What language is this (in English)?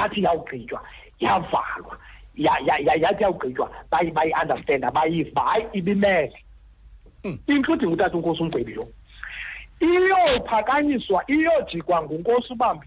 Xhosa